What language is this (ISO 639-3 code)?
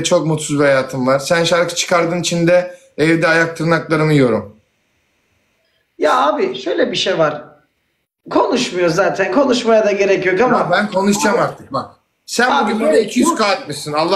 tur